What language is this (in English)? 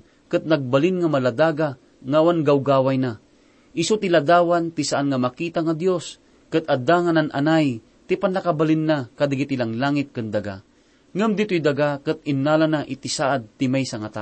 Iloko